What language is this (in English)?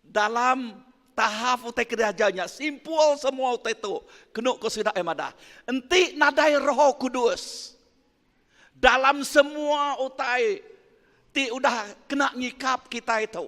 Iban